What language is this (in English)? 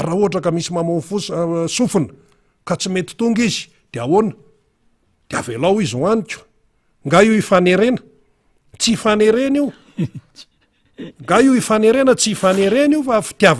Malagasy